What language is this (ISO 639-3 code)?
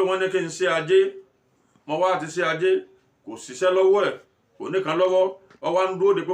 yor